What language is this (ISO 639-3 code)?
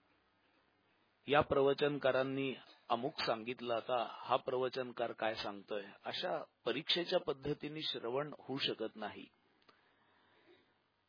mar